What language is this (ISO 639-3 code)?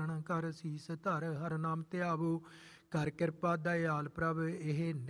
pan